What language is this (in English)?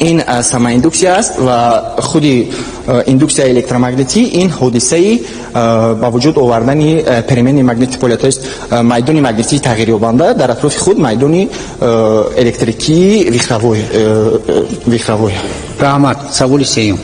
Tajik